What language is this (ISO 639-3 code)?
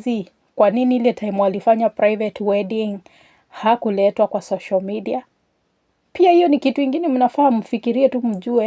swa